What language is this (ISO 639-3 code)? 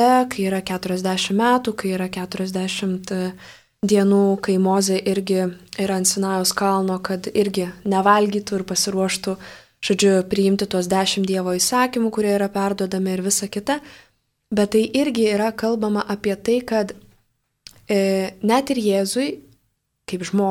lit